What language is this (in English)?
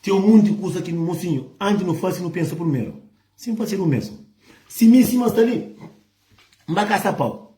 Kabuverdianu